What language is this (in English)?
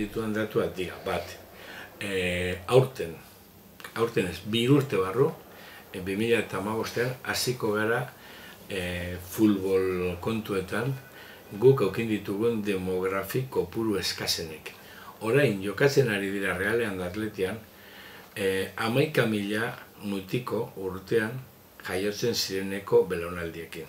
Basque